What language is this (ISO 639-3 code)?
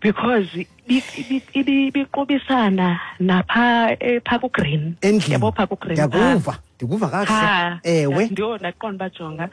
xho